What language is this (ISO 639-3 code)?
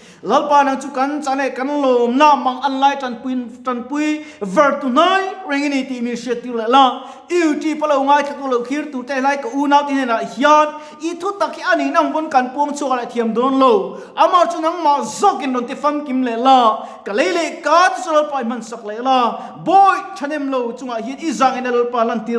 lus